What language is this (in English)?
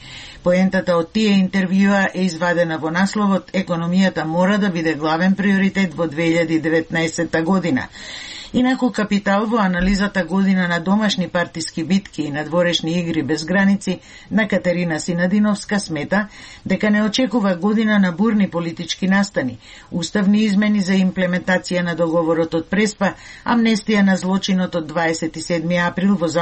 Macedonian